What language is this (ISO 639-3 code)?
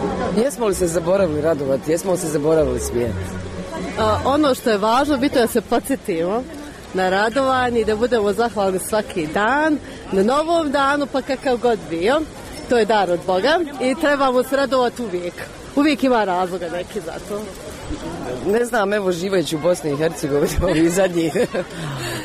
bos